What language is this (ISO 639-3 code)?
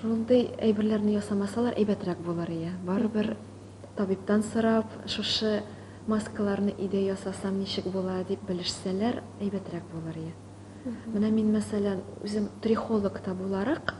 tat